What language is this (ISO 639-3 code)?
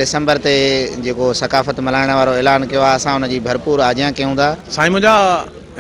snd